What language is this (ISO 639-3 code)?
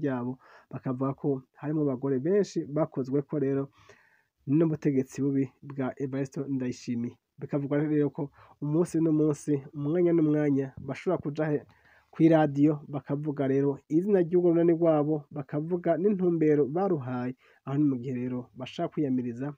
run